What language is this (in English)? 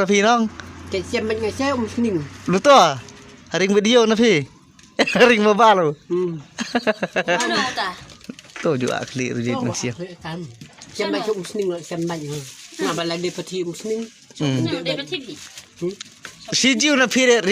Khasi